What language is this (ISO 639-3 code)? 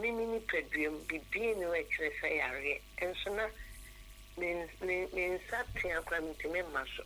aka